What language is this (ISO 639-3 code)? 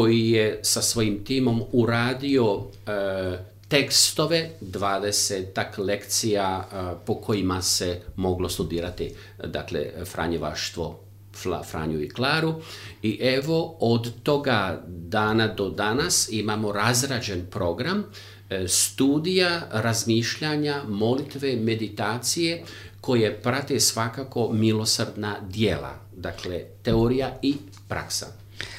hrv